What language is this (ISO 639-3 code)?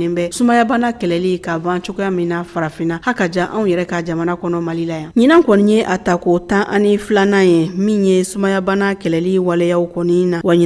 bam